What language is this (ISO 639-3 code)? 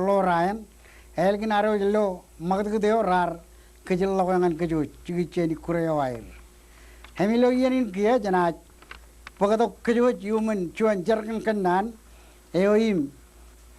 mah